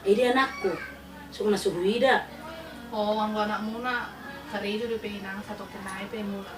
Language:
Batak Toba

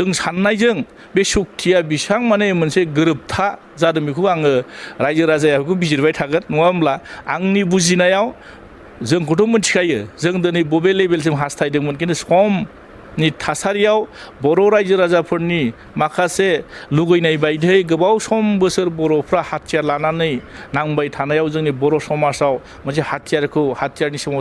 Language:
Bodo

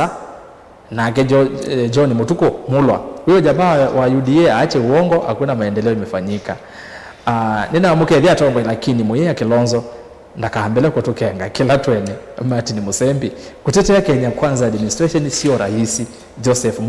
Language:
Kamba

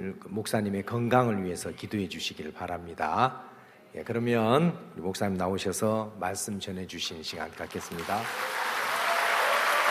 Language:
Korean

